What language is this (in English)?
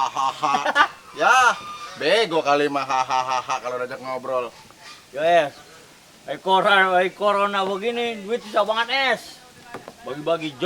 Betawi